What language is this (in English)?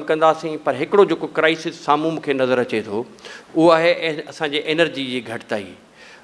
Sindhi